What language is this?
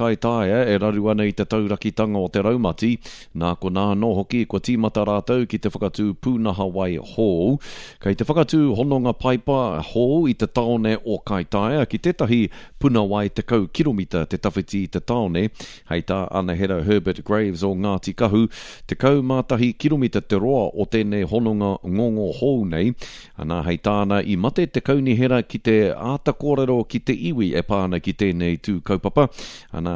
Māori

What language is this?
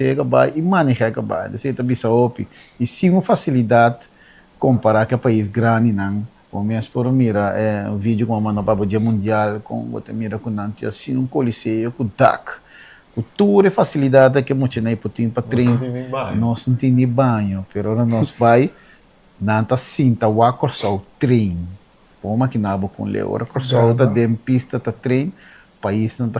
Papiamento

